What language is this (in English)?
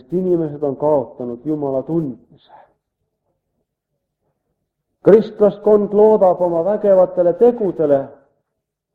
Estonian